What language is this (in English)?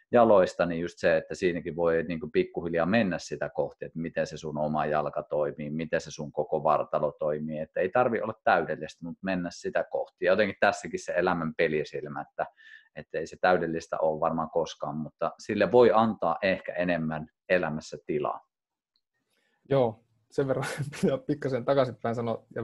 Finnish